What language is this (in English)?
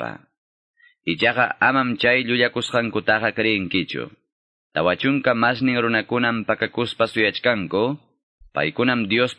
Quechua